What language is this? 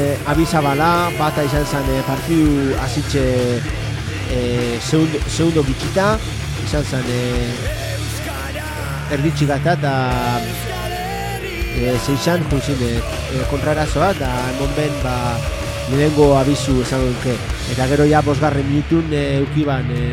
Basque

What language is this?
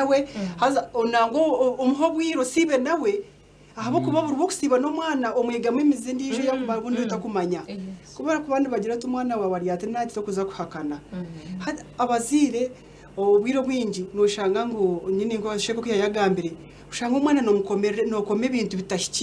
Nyankole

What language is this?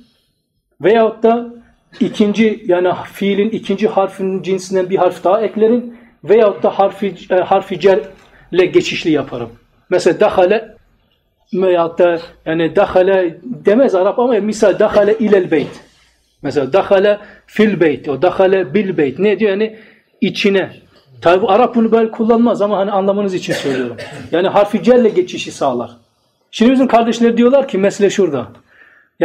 Turkish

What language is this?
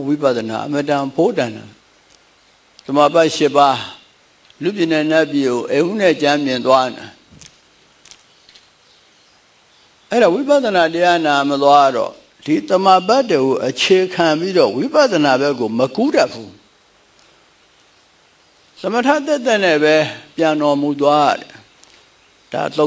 Burmese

